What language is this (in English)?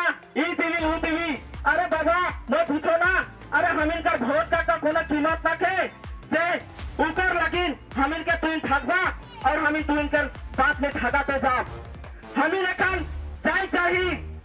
Sadri